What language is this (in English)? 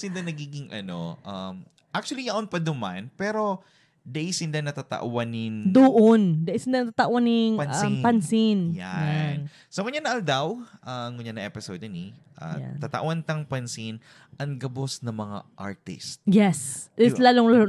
Bikol